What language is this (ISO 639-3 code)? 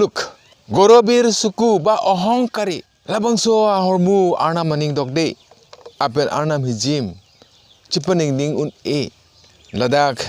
mjw